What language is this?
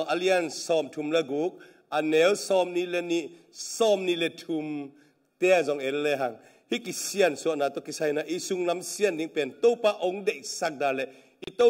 Tedim Chin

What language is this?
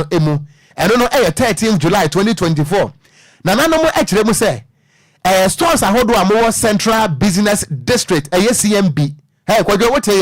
Akan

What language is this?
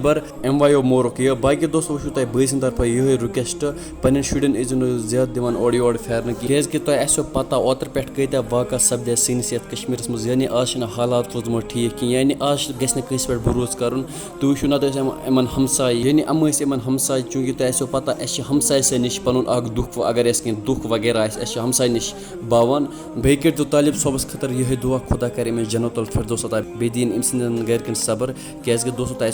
Kashmiri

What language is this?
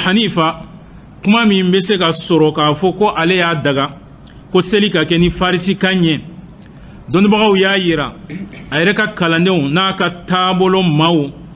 Bambara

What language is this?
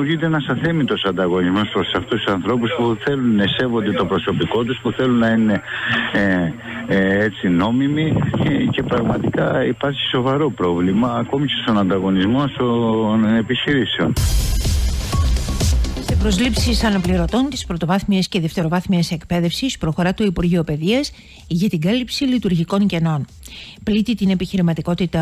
Greek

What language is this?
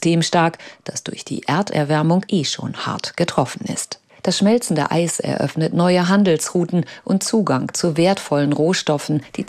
German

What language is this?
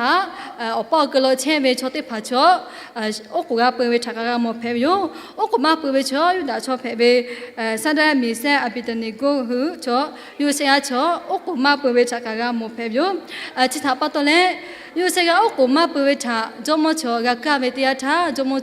Lahu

